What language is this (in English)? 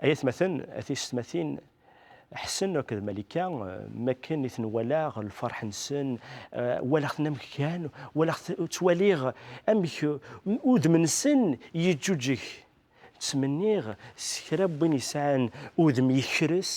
Kabyle